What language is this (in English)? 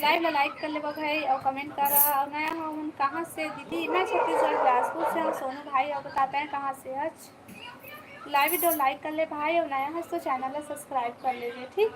Chhattisgarhi